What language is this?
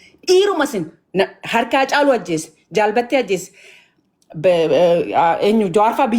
Oromo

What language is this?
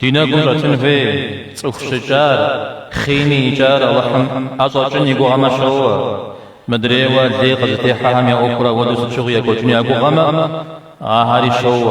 Kabardian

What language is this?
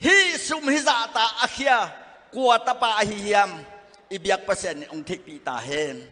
Tedim Chin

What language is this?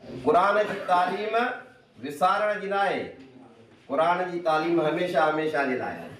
Sindhi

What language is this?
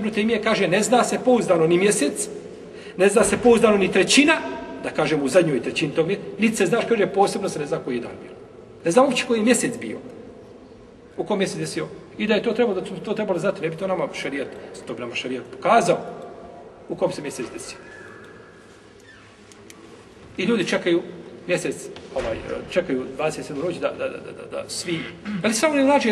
Bosnian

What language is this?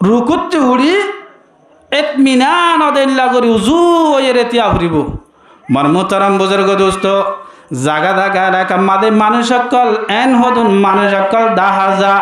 Rohingya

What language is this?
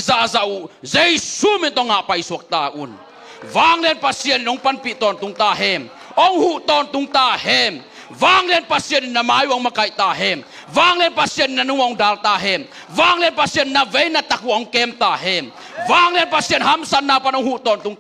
Tedim Chin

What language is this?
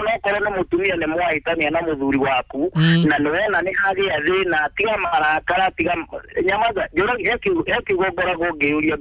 Kikuyu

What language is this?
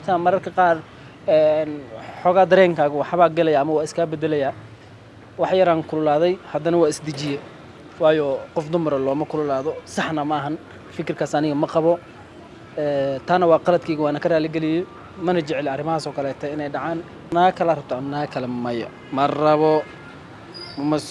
Somali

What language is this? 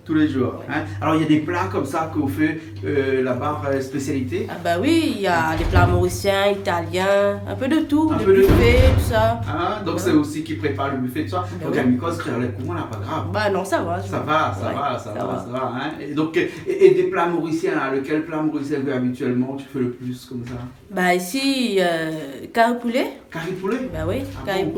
Réunion Creole French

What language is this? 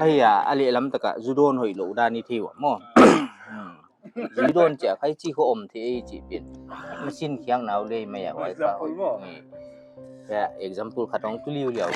Paite Chin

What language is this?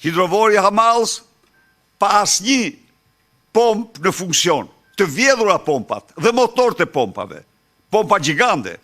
Albanian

